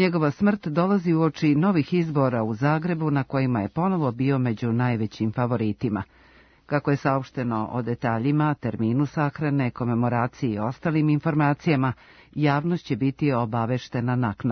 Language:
Serbian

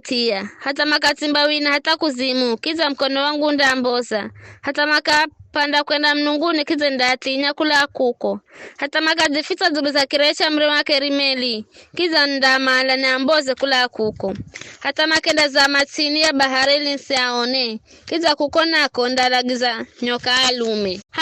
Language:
Giryama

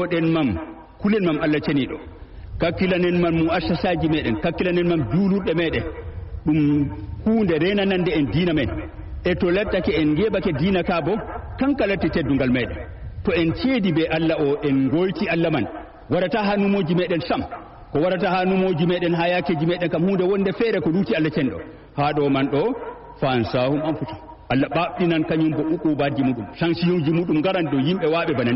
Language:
Fula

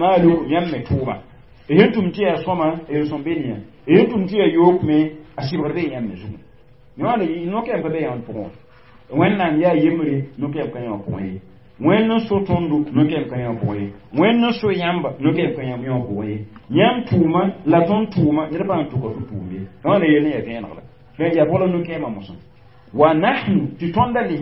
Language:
Mossi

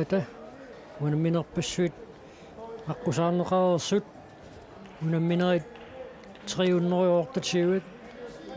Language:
Kalaallisut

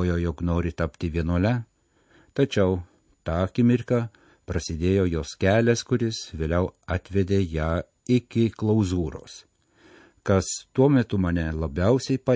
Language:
Lithuanian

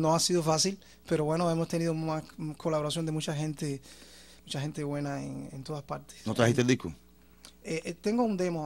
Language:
Spanish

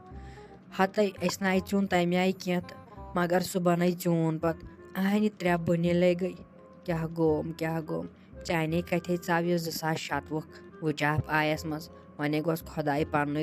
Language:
Kashmiri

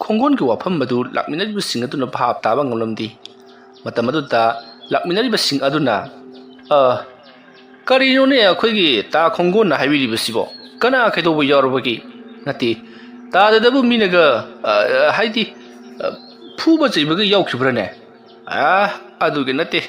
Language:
Manipuri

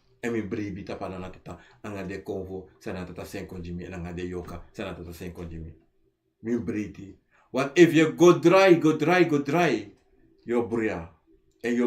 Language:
Sranan Tongo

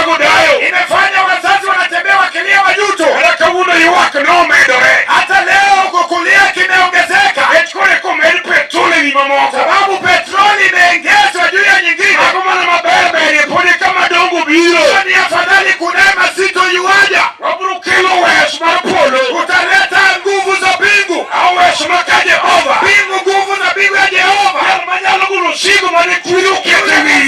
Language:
Luo (Kenya and Tanzania)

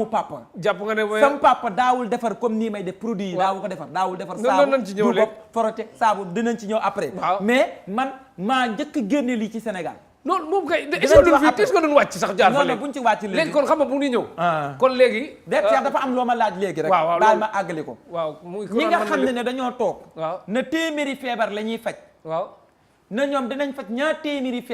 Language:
Wolof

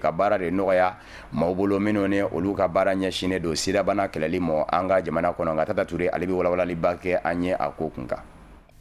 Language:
Bambara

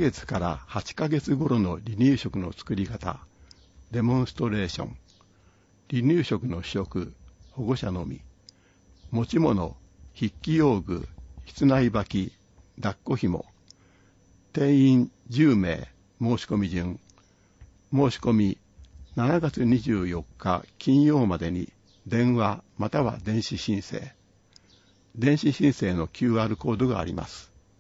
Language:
Japanese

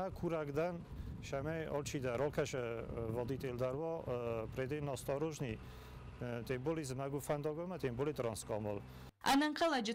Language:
Ossetic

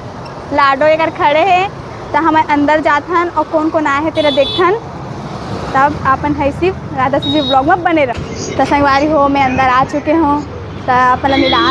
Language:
Chhattisgarhi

